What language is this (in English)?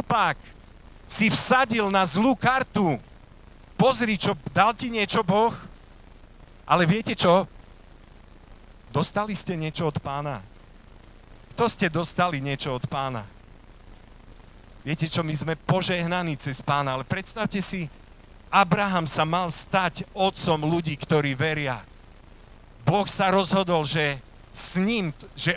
Slovak